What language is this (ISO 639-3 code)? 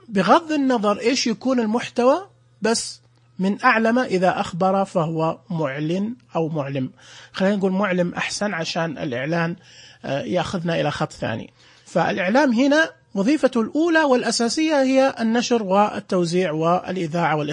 ars